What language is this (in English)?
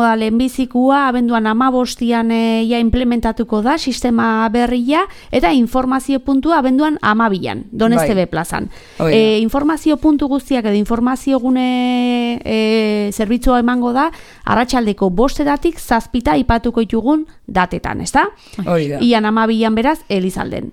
Basque